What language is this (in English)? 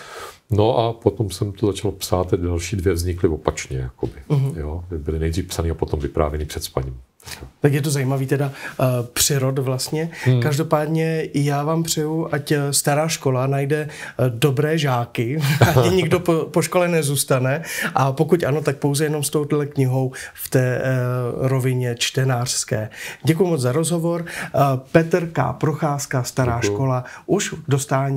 Czech